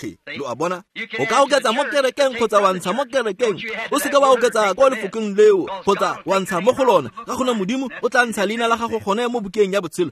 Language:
Tswana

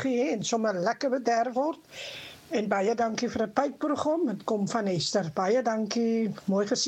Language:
Afrikaans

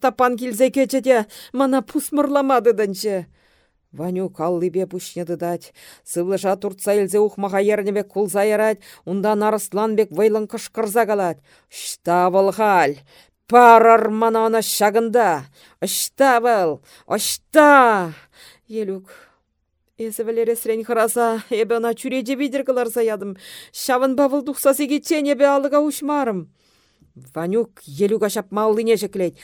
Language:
Chuvash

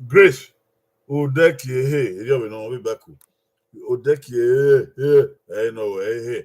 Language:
Bini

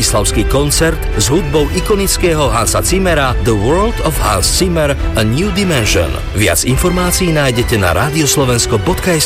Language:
Slovak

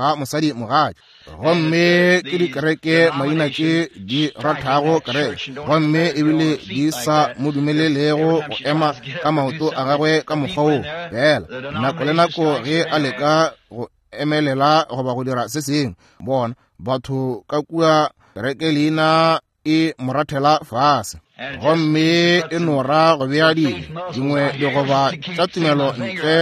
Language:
Northern Sotho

